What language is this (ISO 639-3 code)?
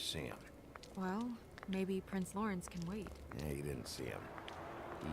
gsw